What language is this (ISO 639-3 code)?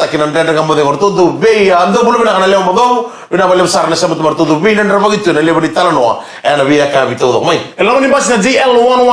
fij